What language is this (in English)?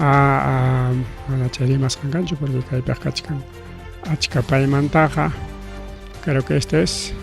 Ayacucho Quechua